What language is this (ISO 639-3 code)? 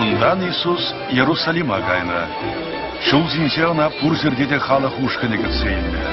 chv